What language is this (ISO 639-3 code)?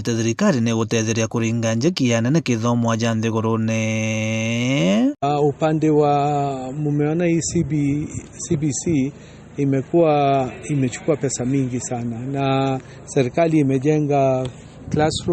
mer